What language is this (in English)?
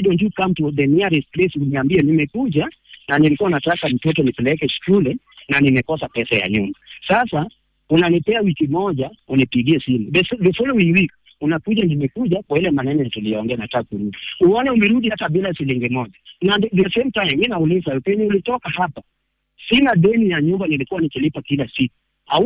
Swahili